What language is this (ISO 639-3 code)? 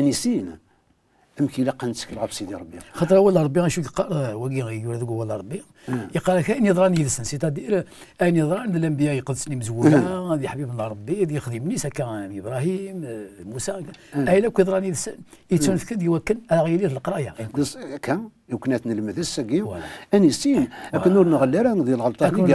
kab